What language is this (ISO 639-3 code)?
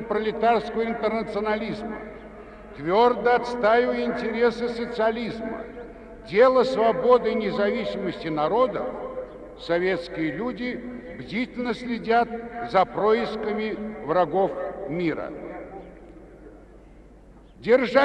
rus